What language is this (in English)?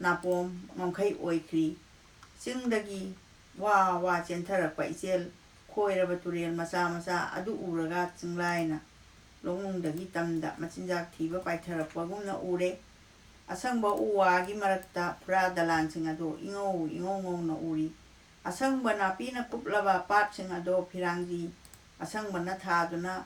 Manipuri